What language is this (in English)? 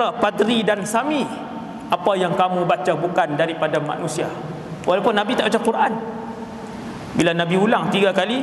Malay